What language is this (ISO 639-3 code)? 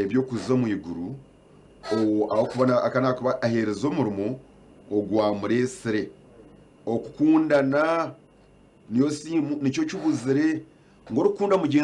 nyn